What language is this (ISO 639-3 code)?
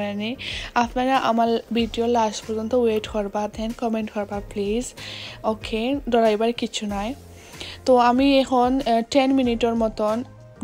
syl